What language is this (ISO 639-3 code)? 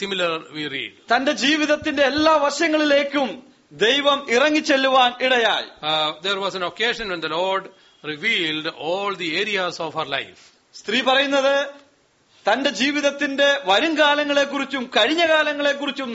mal